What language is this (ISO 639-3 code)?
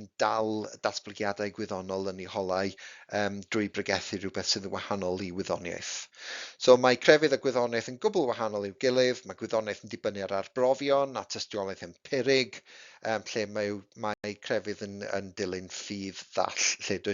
cym